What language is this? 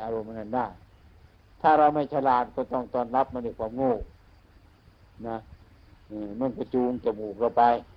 Thai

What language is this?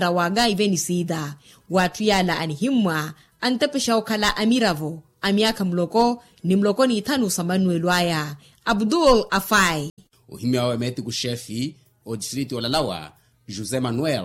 Makhuwa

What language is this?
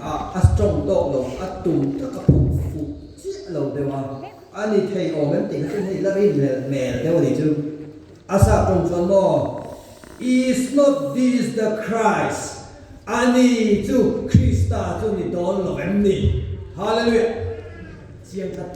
Mizo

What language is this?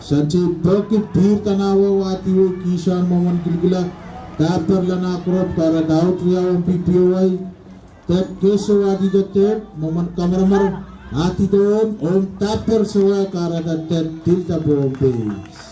Pohnpeian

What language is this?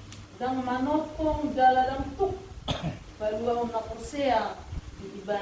Batak Toba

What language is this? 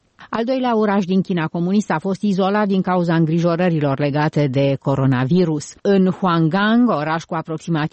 Romanian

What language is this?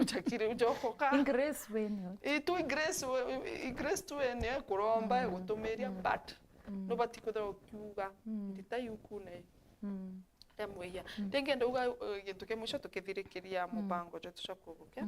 Meru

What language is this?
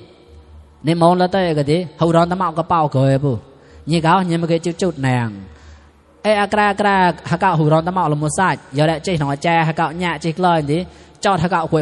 Mon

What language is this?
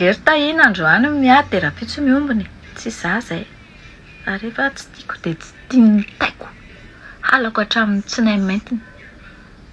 Malagasy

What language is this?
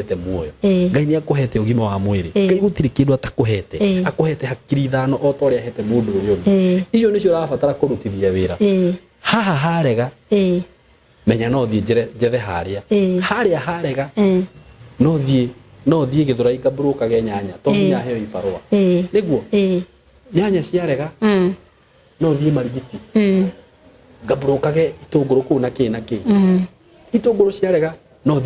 Kikuyu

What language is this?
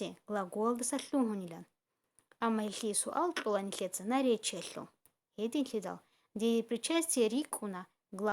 Avaric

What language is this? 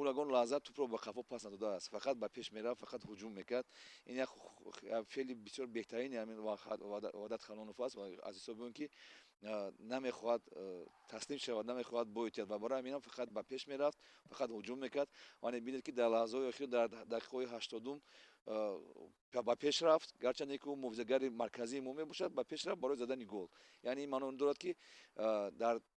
Tajik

